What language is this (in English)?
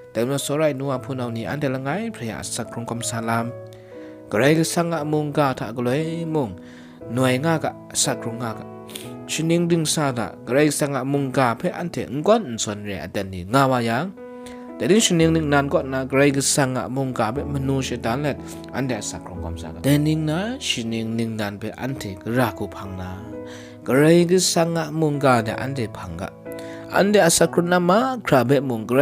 Kachin